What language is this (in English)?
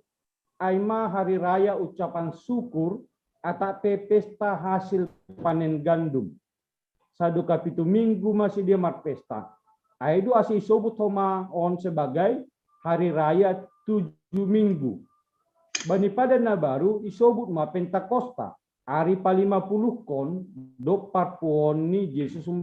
Batak Simalungun